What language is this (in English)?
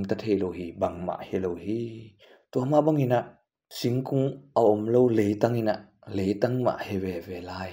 Tedim Chin